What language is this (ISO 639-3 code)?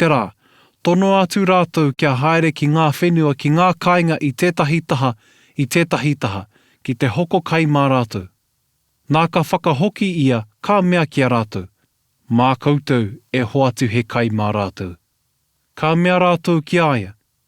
mri